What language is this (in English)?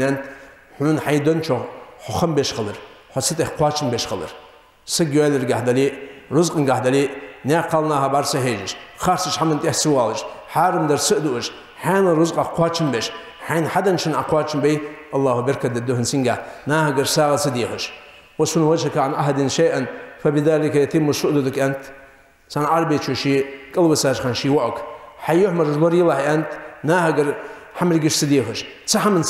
Ingush